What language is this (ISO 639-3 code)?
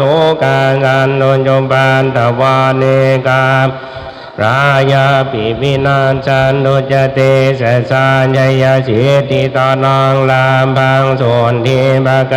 pli